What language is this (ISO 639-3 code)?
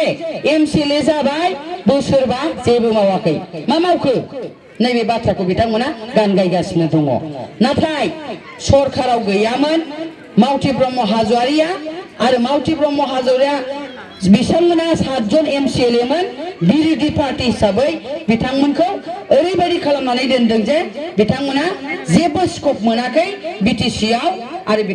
brx